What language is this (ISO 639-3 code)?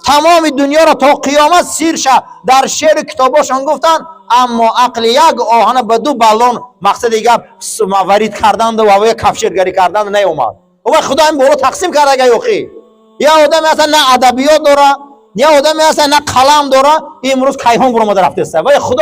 tgk